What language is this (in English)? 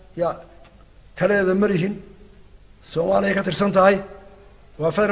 Somali